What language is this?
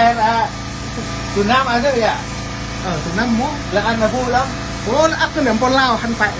Central Mnong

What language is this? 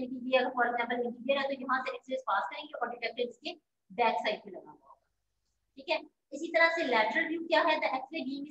Hindi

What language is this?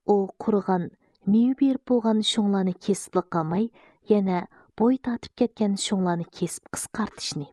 Uyghur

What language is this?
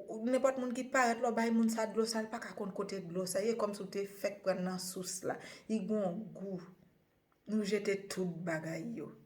Haitian Creole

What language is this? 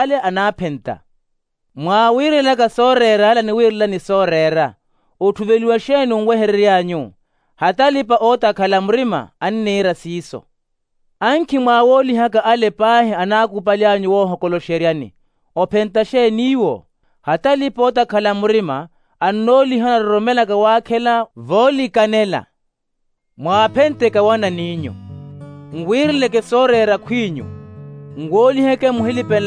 Makhuwa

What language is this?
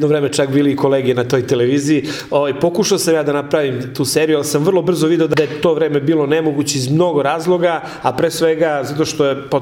Serbian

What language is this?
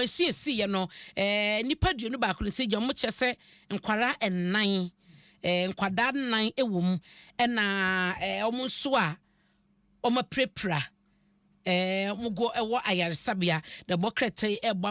Akan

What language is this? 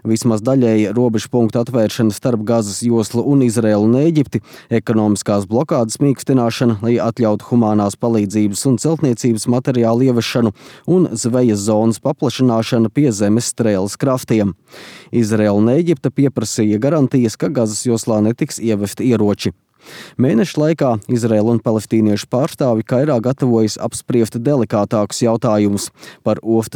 Latvian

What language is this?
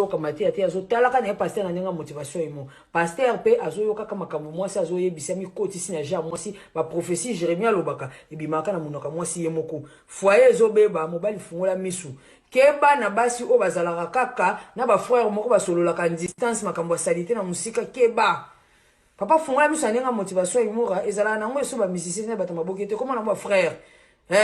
Lingala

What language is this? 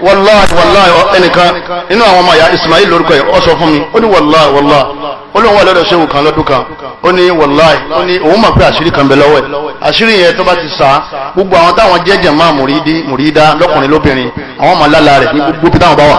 Yoruba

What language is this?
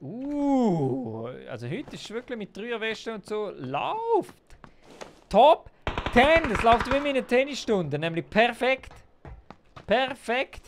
Swiss German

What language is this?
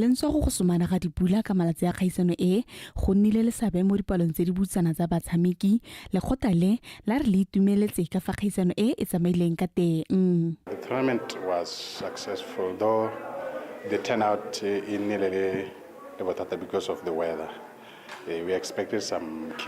Tswana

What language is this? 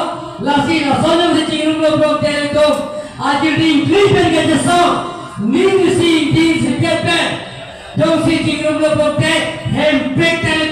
Karbi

